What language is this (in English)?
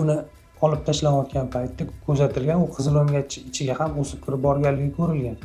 Uzbek